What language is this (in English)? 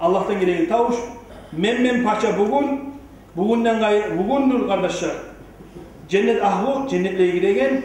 Kumyk